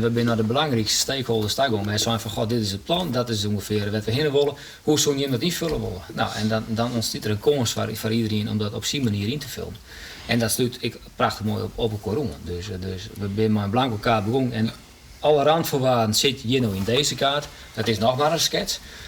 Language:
Western Frisian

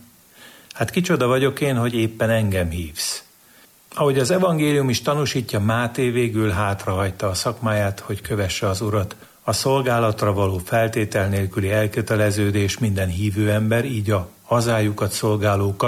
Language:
Hungarian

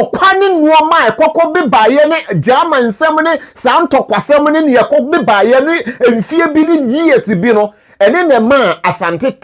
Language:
Akan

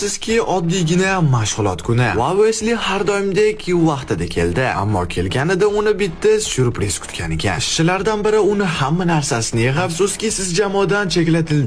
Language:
Uzbek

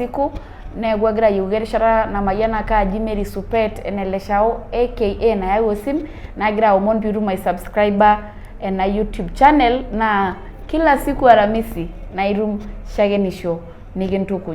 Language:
Masai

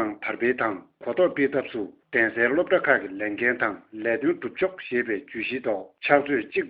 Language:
Tibetan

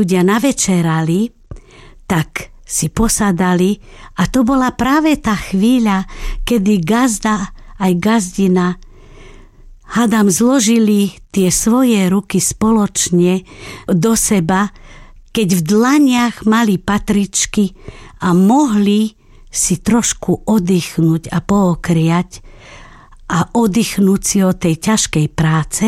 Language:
Slovak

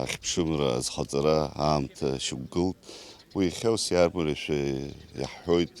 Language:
Abkhazian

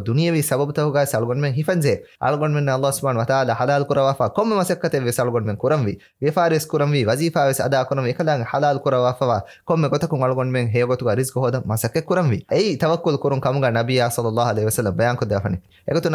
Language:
Divehi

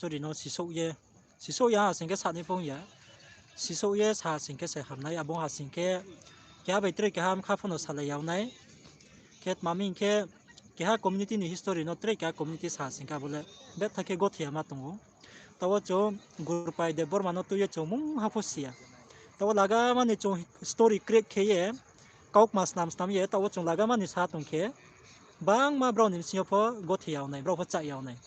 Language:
Riang (India)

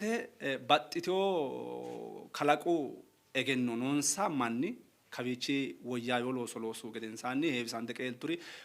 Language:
Sidamo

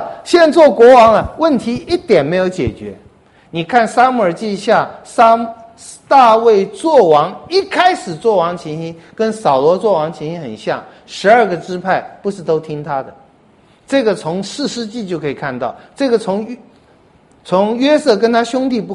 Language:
Chinese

